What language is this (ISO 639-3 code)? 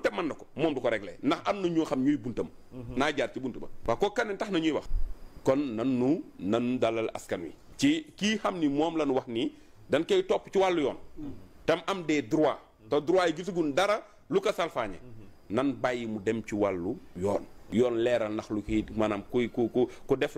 wol